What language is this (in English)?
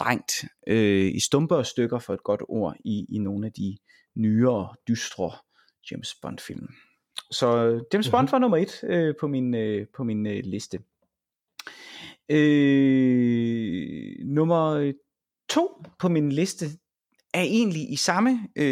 Danish